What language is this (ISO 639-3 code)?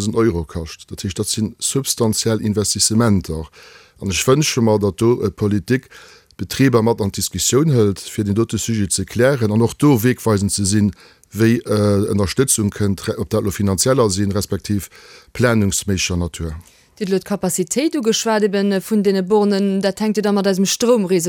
ltz